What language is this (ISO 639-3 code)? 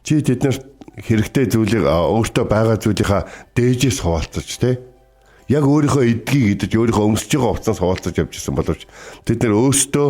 mon